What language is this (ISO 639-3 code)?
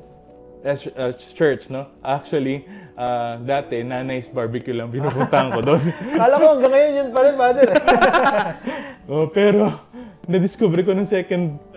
fil